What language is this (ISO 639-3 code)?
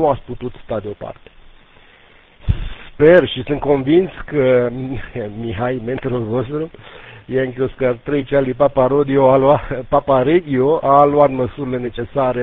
ron